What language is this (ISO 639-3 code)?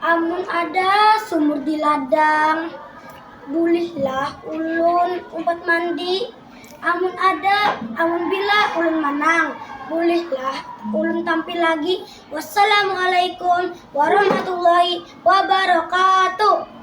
bjn